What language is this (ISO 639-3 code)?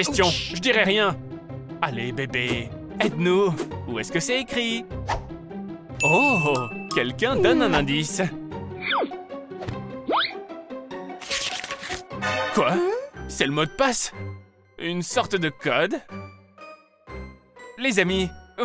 fra